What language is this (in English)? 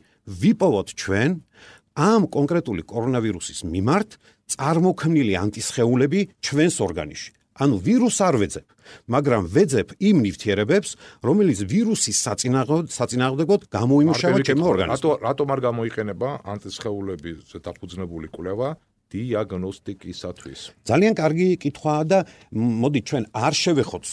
Georgian